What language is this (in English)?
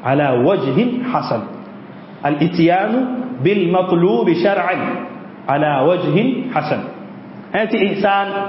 Mossi